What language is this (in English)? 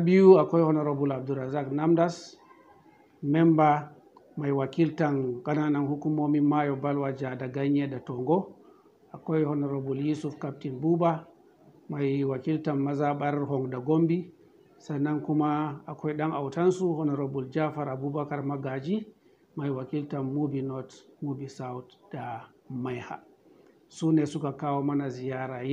Hausa